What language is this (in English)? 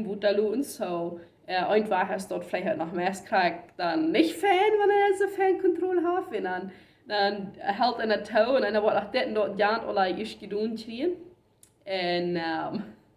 Plautdietsch